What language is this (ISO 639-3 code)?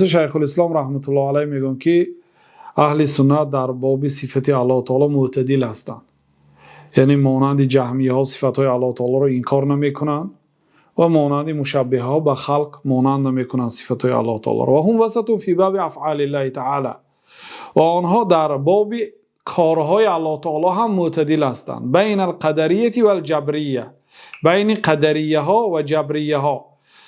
fas